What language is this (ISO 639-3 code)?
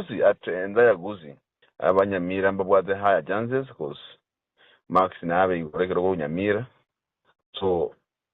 guz